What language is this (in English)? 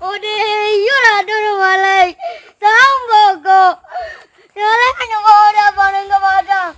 Minangkabau